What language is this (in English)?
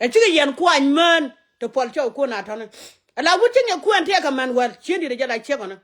Nuer